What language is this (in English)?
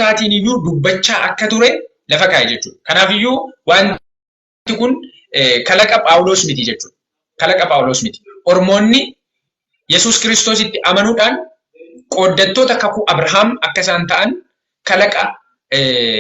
Oromo